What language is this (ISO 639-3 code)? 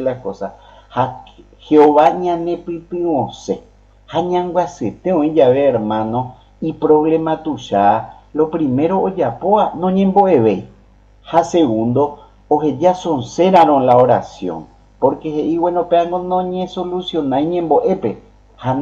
grn